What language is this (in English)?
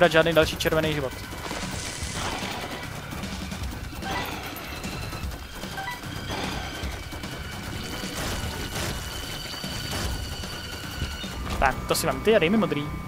Czech